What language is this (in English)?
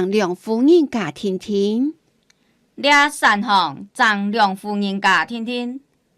Hakka Chinese